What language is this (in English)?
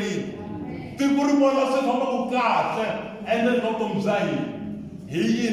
Tsonga